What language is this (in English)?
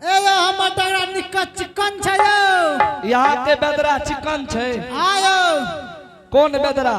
Angika